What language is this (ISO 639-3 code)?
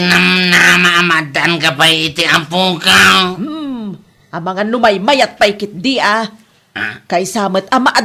ilo